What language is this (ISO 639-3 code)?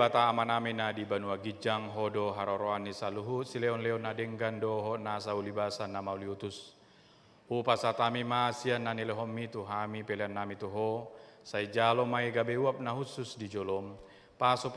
bbc